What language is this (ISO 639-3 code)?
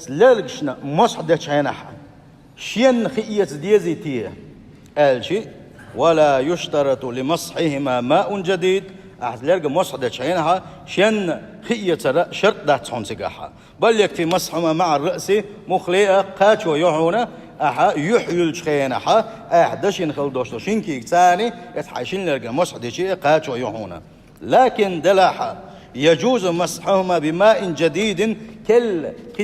che